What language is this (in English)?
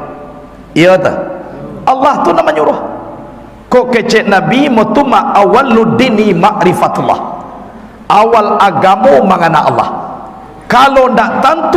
Minangkabau